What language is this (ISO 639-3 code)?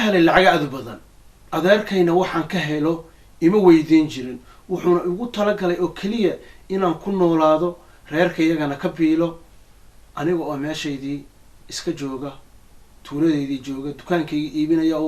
som